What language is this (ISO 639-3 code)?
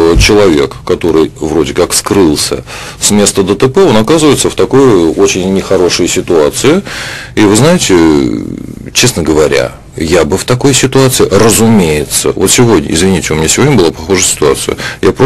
rus